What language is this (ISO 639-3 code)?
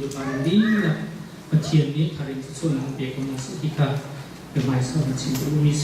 cnh